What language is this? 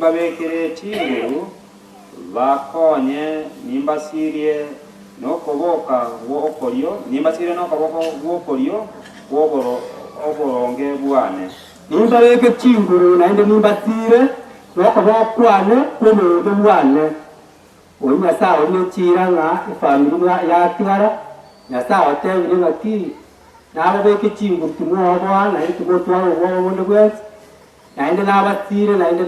Gusii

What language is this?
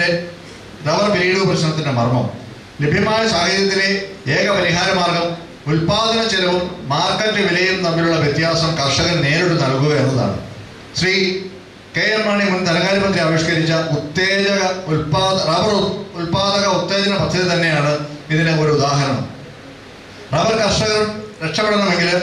Malayalam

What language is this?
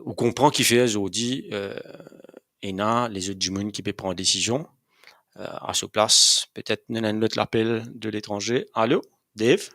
Morisyen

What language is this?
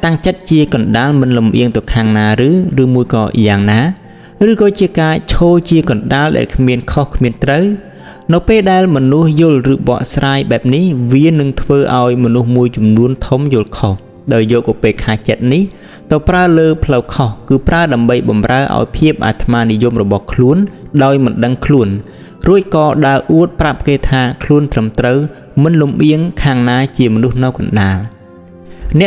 Khmer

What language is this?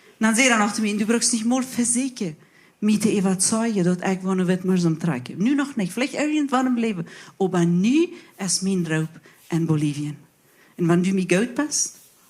Plautdietsch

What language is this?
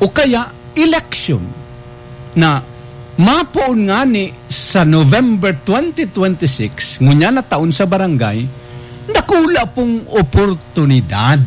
Bikol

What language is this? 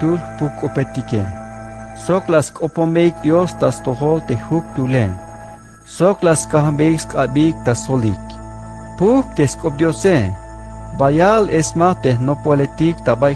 Tzeltal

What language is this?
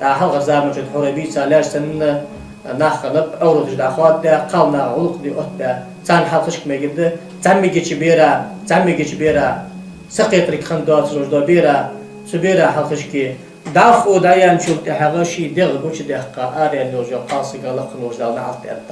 Ingush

